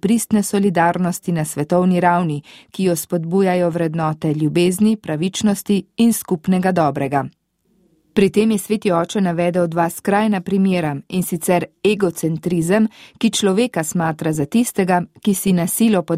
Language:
Slovenian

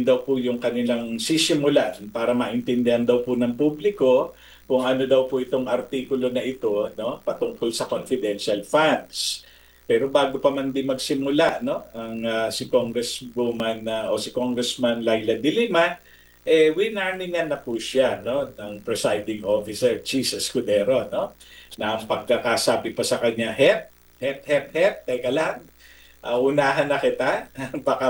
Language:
Filipino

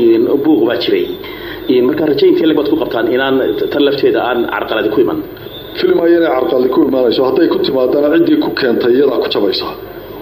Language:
Somali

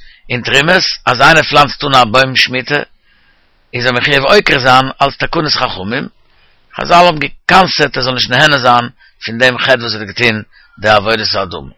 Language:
Yiddish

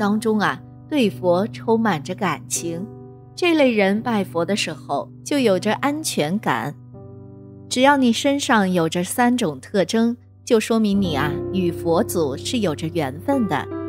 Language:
Chinese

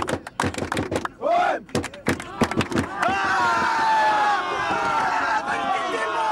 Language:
French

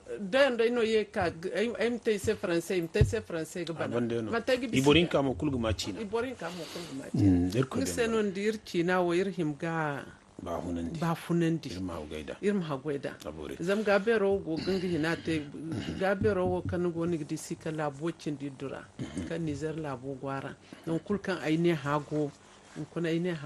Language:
Zarma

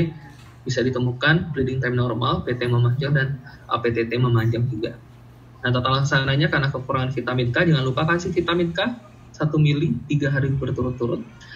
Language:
Indonesian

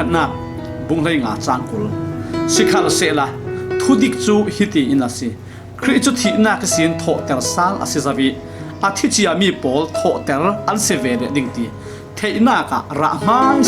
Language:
Falam Chin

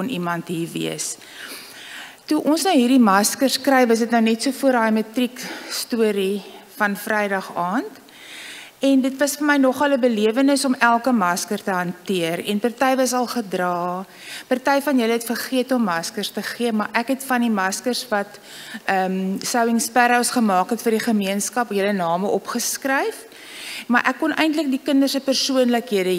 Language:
Afrikaans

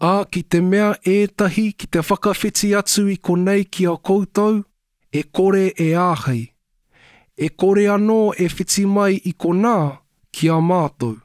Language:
Māori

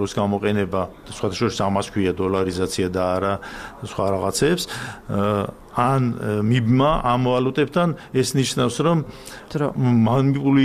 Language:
Georgian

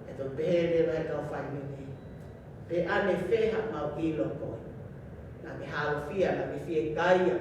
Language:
Tongan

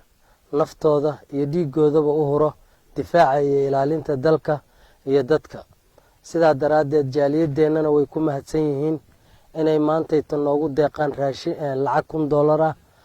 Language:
Somali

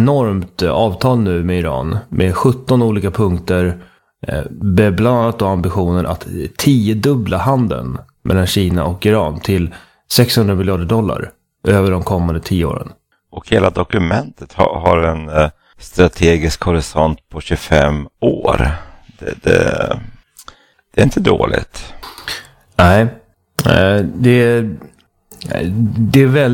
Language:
Swedish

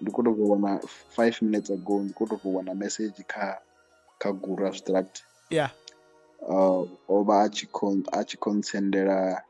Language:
Venda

